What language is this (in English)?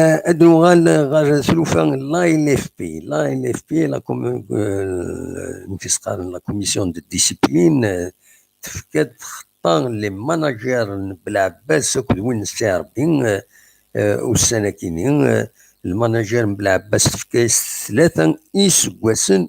Kabyle